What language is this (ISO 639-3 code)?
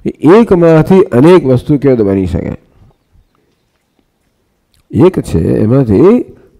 guj